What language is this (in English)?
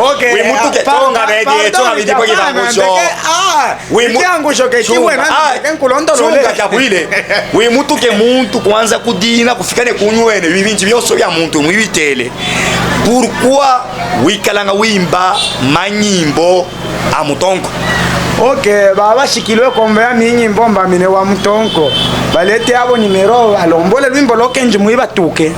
Luba-Katanga